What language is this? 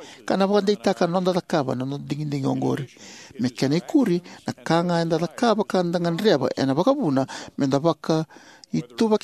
Fijian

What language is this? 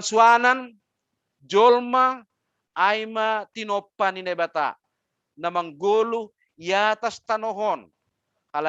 Batak Simalungun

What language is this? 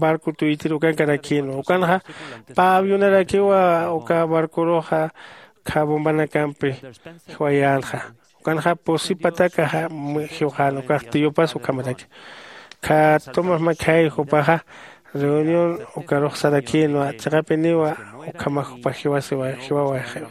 Aymara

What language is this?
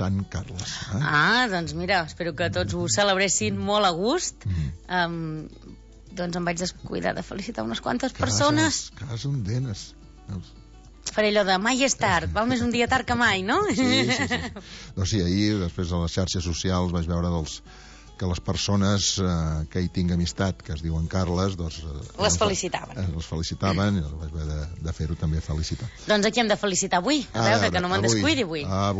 Catalan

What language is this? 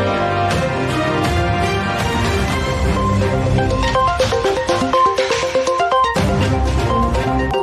Tajik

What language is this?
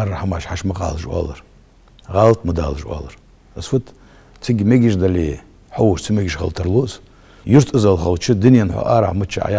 Ingush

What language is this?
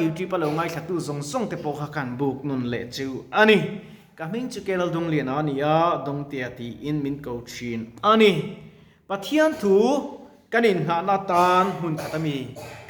Mizo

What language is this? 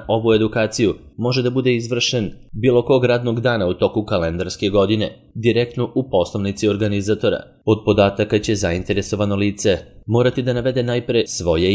Serbian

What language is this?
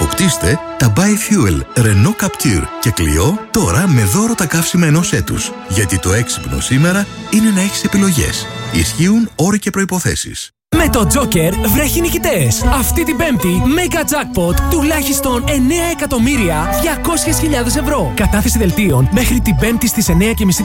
Greek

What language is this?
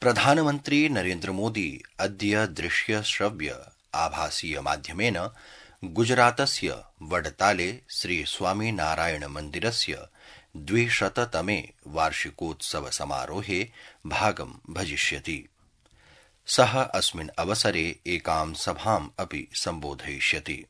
Sanskrit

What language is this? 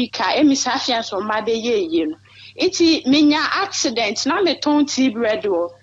Akan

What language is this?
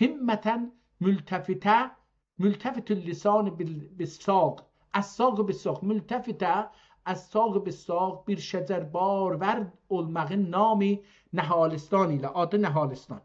South Azerbaijani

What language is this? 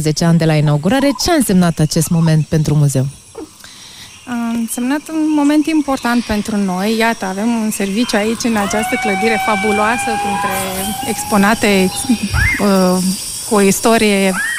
Romanian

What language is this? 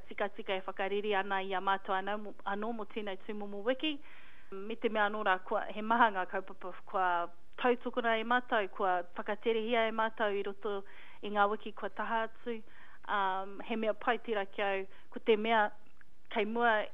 Māori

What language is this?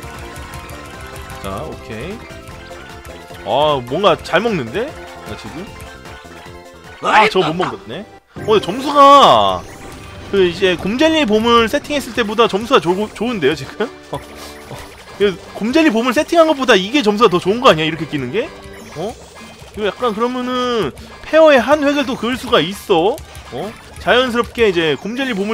Korean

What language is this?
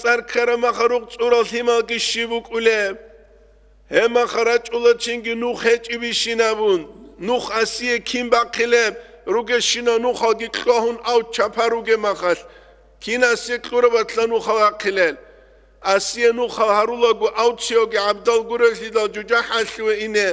Avaric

